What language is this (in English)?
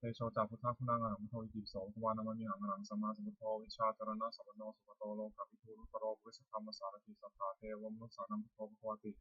Pali